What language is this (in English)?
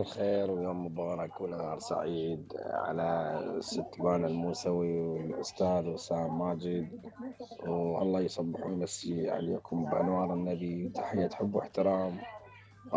Mesopotamian Arabic